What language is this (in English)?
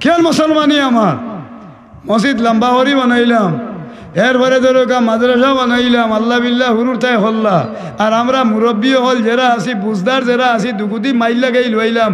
Sylheti